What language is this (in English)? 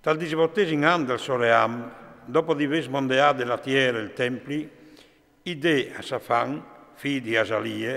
Friulian